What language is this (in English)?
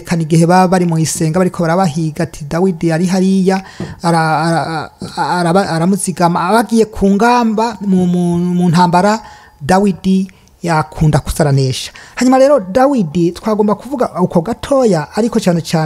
Rundi